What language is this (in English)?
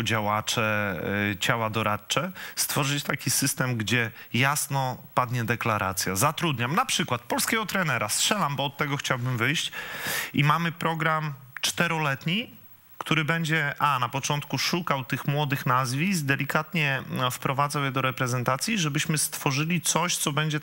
Polish